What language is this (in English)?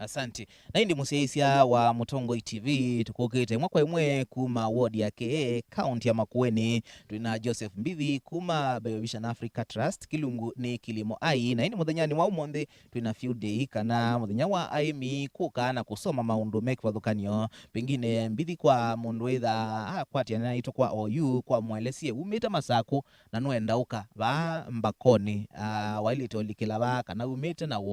Kamba